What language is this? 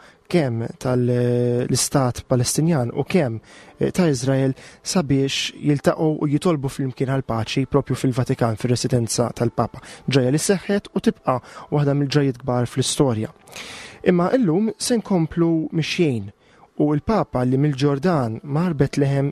Maltese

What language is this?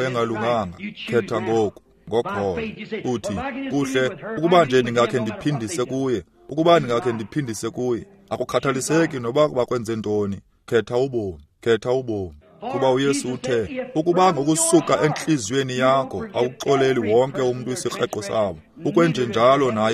Xhosa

